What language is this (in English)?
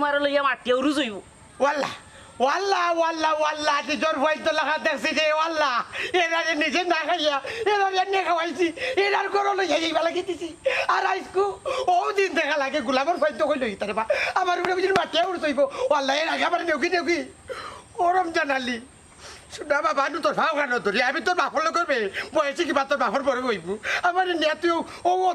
Sylheti